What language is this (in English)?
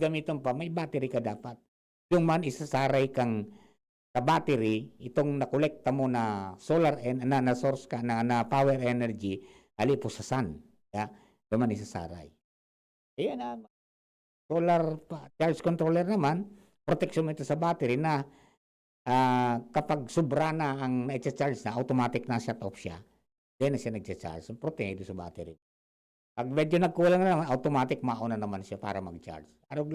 Bikol